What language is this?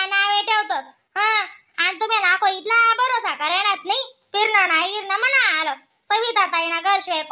Khandesi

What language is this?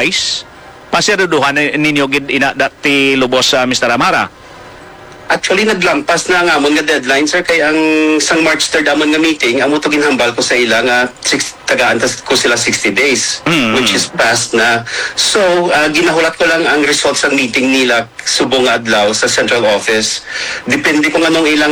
Hiligaynon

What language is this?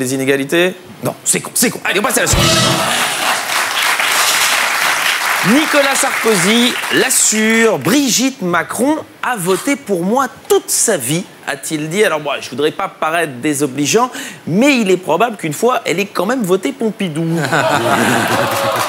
French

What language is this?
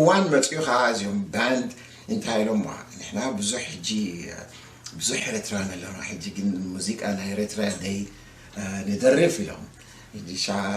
Tigrinya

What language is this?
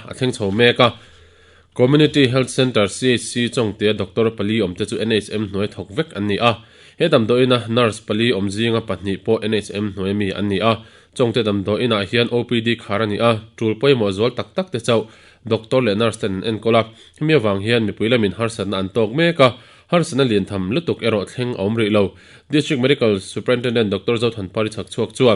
Mizo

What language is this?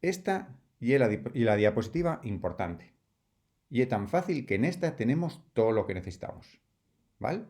Asturian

